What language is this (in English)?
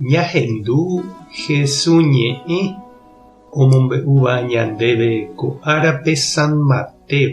Guarani